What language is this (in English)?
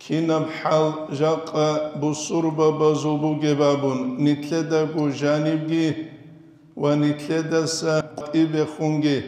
Avaric